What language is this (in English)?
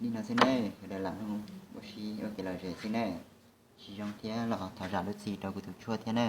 Hmong